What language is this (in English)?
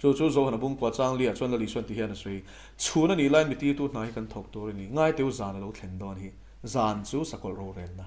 Mizo